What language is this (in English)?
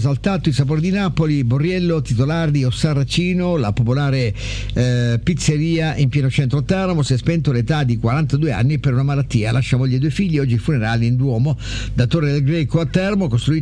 Italian